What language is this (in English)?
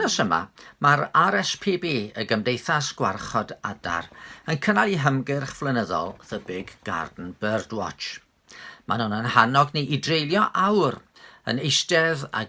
Welsh